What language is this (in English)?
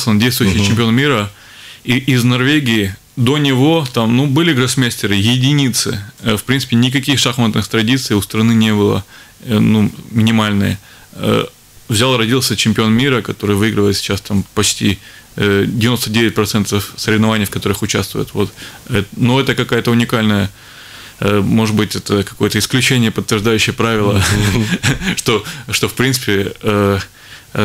Russian